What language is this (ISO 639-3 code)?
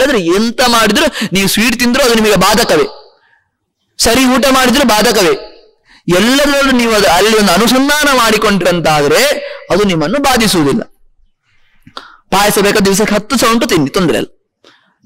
kan